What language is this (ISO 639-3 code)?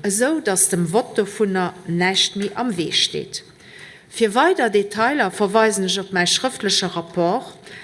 ltz